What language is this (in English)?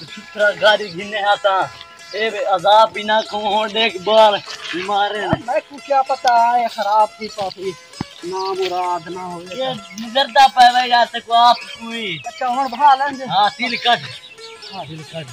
Saraiki